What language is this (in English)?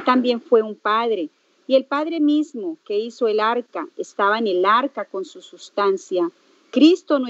Spanish